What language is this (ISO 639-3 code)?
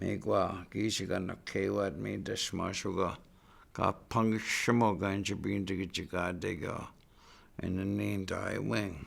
ciw